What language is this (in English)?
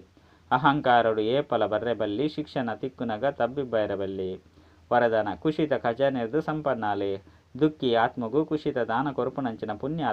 Tulu